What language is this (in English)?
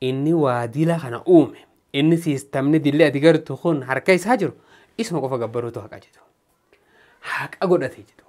Oromo